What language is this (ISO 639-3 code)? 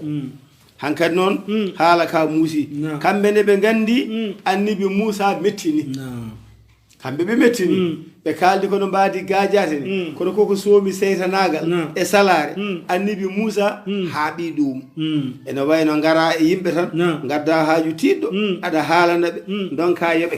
ful